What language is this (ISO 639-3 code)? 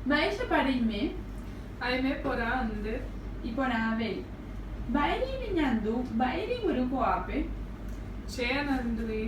grn